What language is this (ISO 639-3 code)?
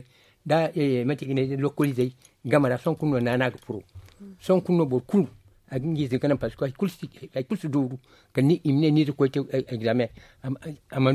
dje